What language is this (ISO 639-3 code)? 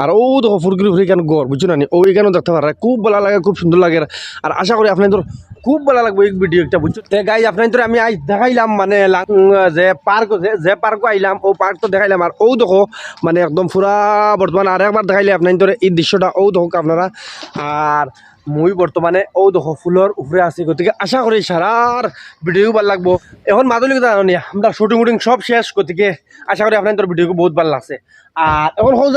syl